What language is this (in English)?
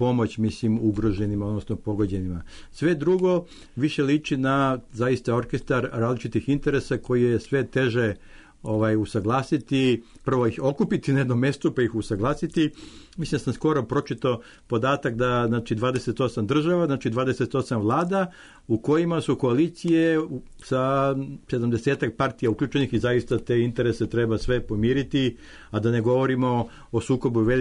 Serbian